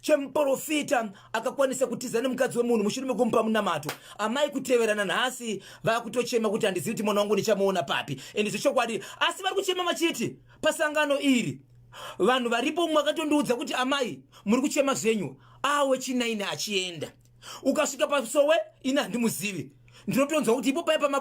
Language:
Shona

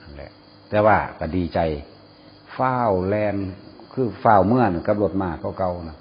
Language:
Northeastern Thai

